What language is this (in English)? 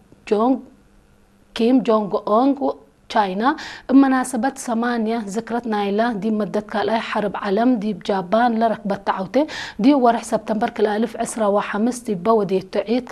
Tigre